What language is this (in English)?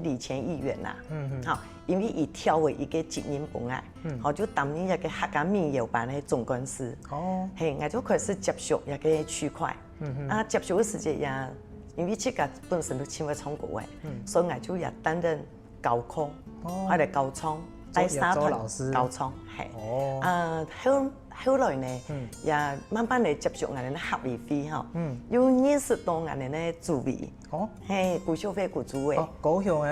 Hakka Chinese